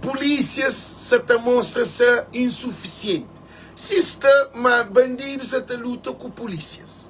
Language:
Kabuverdianu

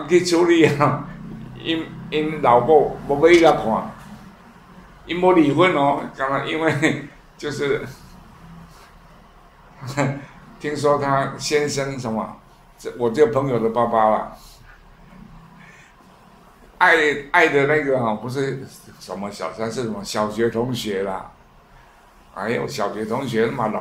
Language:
Chinese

